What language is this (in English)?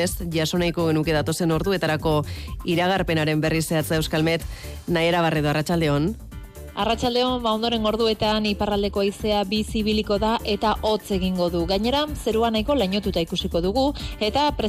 Basque